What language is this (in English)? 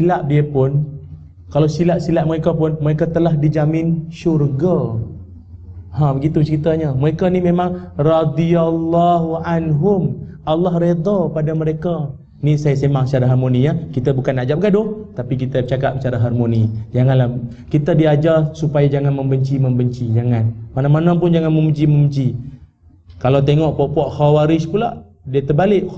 Malay